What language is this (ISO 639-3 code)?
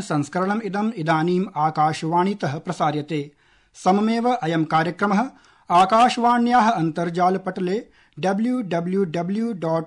san